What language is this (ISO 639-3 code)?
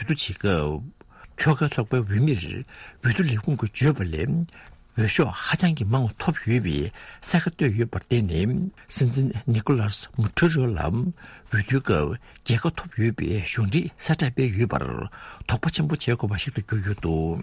bod